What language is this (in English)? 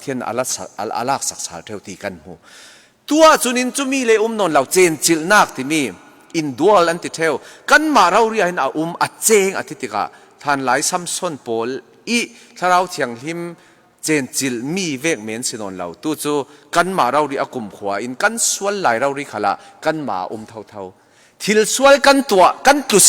Falam Chin